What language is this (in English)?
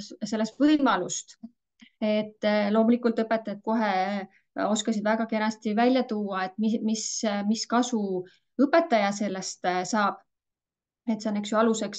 Estonian